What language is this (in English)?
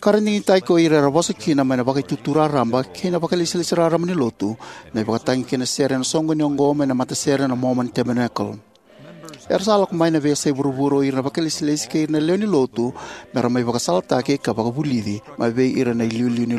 Fijian